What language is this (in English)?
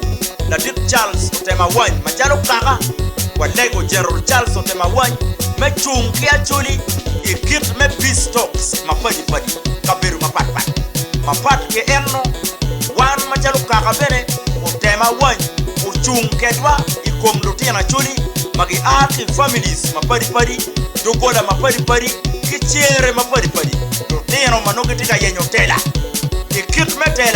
Acoli